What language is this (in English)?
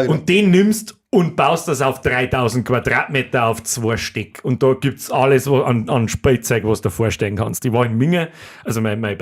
Bavarian